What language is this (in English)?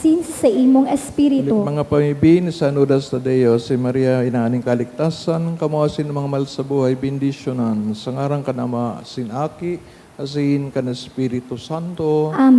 Bikol